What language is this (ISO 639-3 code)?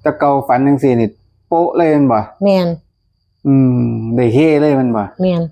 tts